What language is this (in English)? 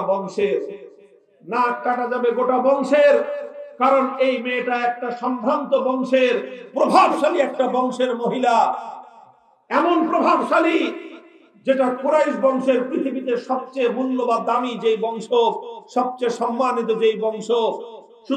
Bangla